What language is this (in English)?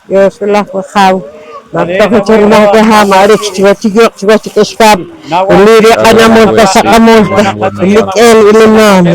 Poqomchi'